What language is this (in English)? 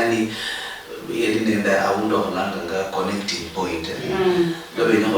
Luyia